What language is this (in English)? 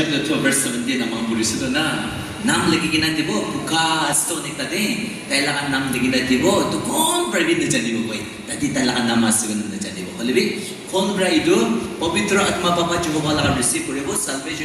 Naga Pidgin